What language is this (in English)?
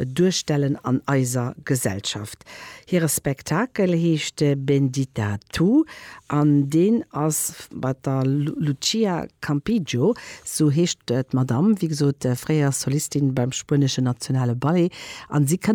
Luxembourgish